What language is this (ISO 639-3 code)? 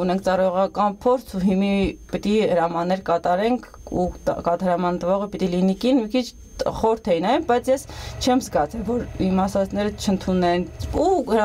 hye